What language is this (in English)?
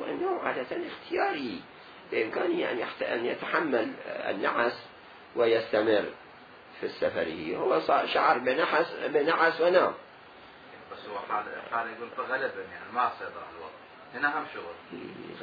Mesopotamian Arabic